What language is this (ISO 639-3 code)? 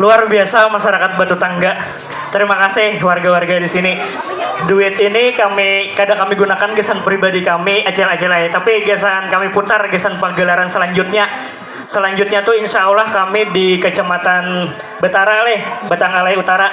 bjn